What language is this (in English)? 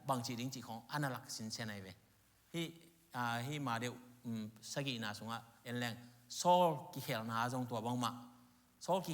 Tedim Chin